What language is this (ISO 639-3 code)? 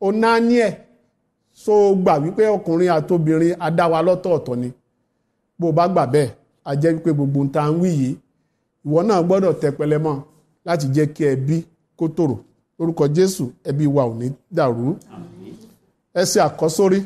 yor